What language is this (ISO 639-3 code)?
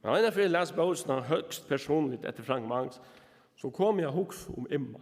fao